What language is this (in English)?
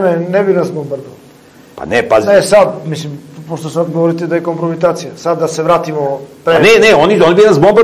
Serbian